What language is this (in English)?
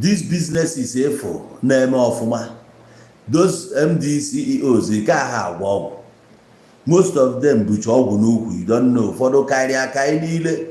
Igbo